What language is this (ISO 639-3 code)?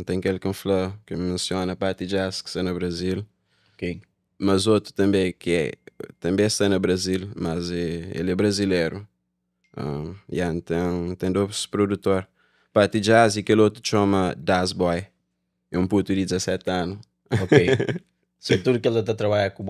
kea